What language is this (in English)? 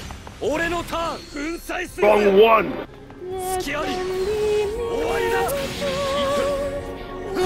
Japanese